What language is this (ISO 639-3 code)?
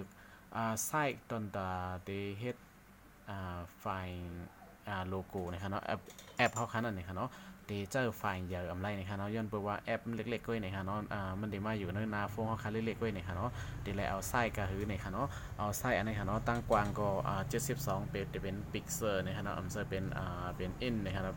shn